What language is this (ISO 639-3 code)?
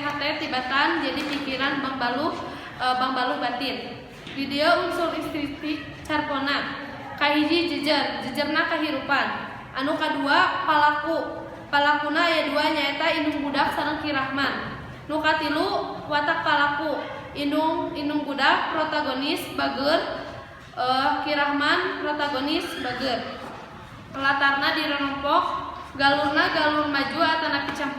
sun